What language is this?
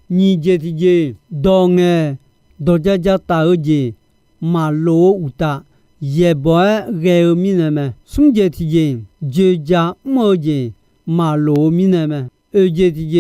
Akha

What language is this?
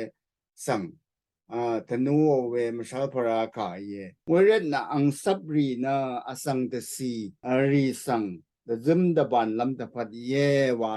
Rawang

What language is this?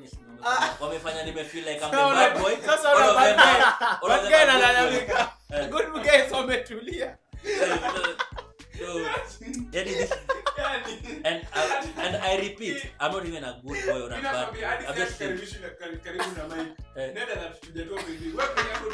Swahili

